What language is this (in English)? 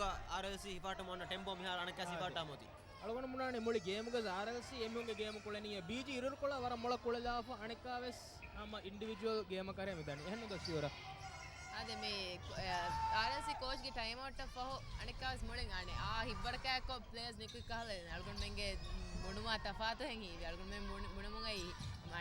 Divehi